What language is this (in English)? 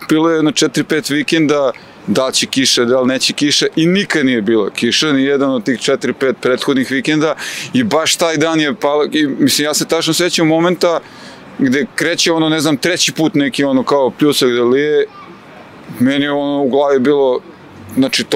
Serbian